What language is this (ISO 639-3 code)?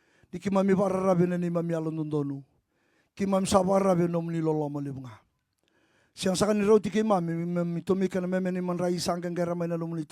fij